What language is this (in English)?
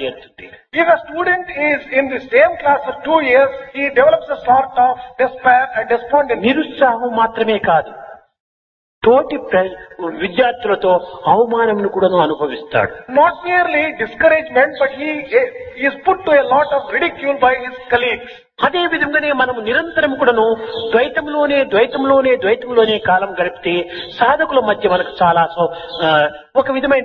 Telugu